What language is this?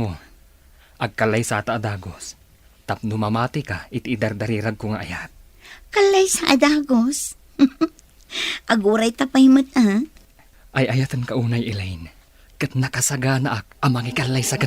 Iloko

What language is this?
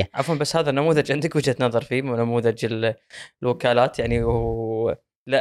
Gulf Arabic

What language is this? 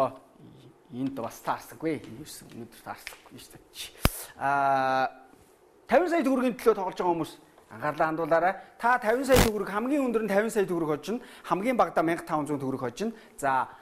Mongolian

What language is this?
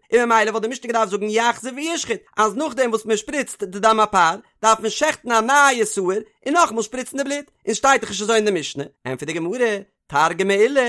Yiddish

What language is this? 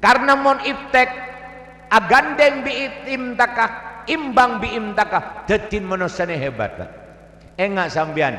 Madurese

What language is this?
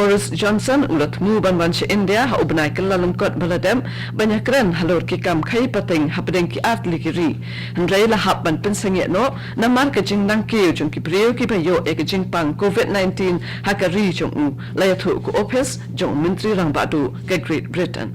Khasi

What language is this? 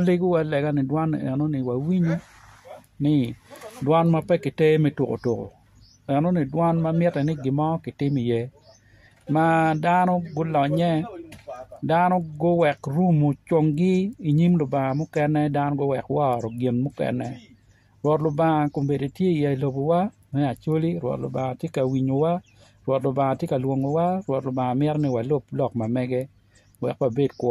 Acoli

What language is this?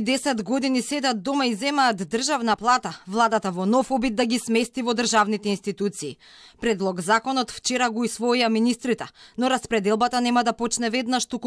Macedonian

